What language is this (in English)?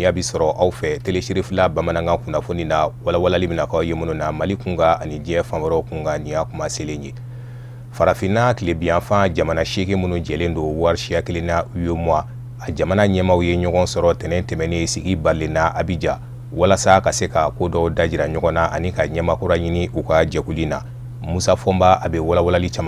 Bambara